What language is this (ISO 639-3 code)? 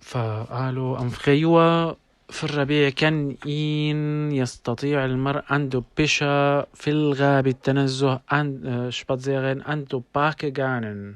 apc